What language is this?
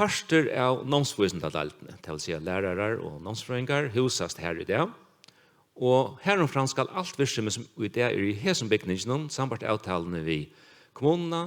Faroese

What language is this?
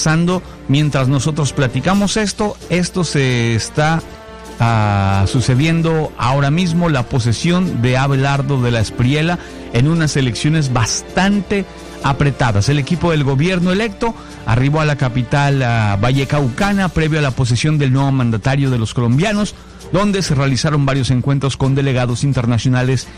Spanish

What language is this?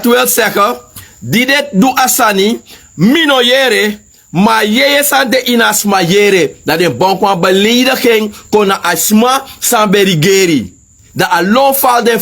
Sranan Tongo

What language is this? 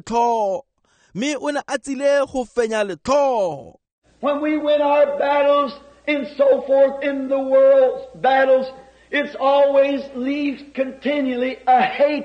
Tswana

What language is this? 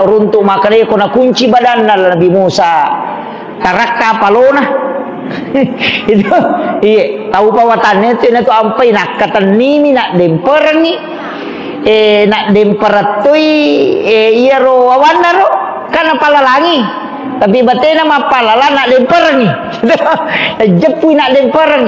Buginese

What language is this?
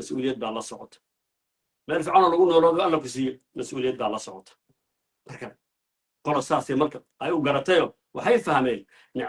Somali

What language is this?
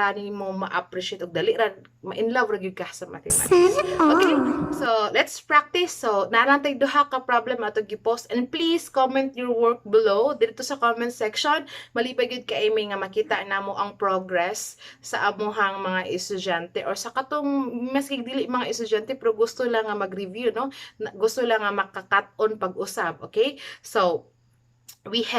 Cebuano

